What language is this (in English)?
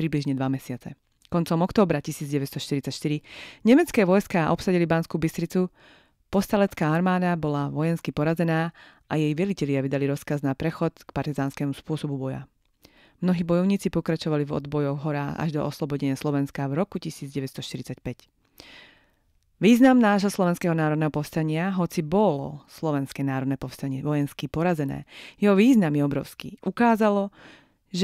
Slovak